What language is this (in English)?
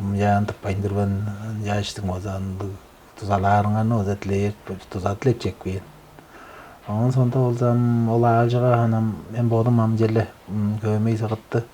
Tuvinian